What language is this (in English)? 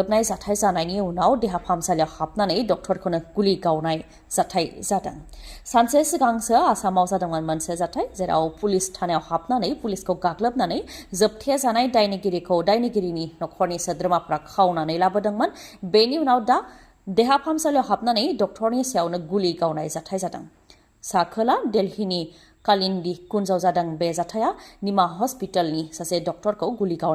Bodo